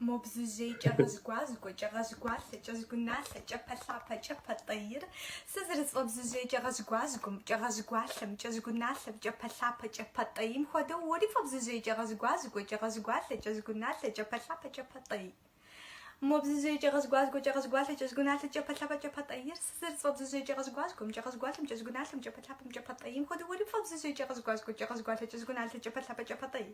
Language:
Kabardian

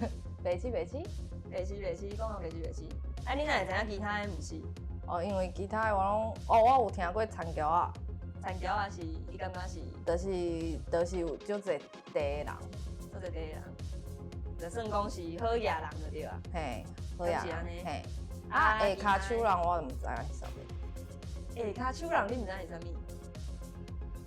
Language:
Min Nan Chinese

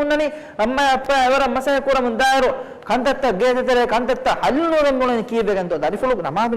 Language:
Divehi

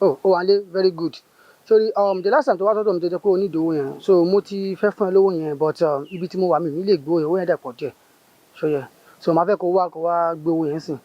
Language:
Yoruba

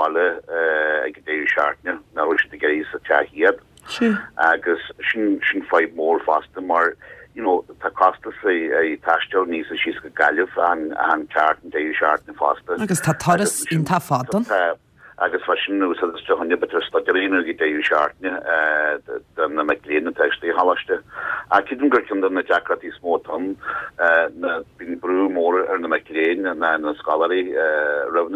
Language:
Irish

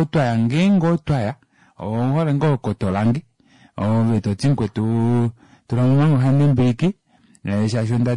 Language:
Kuanyama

